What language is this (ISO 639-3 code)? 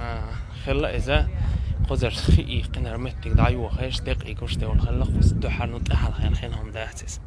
che